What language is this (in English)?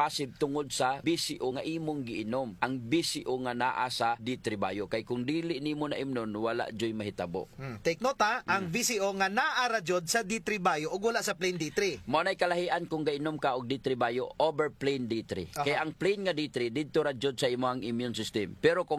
Cebuano